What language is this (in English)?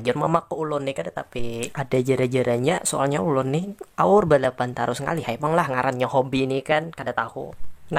Banjar